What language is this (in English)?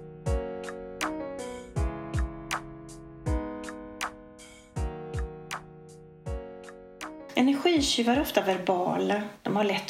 Swedish